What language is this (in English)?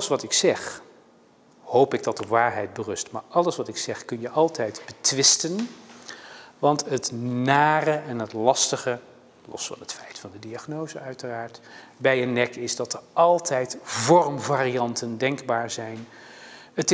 Dutch